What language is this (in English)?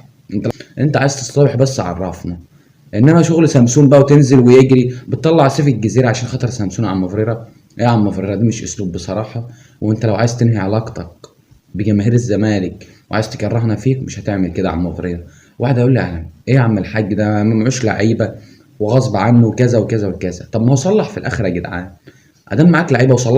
Egyptian Arabic